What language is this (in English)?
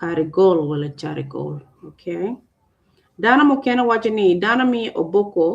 Acoli